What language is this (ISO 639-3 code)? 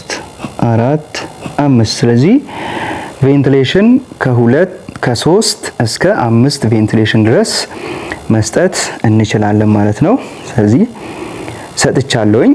amh